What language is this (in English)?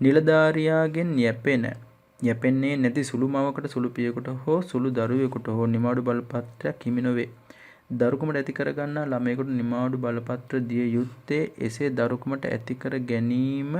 Sinhala